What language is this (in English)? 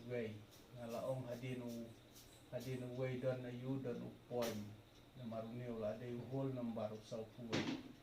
Khasi